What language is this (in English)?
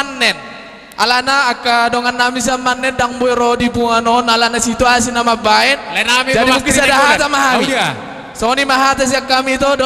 Batak Toba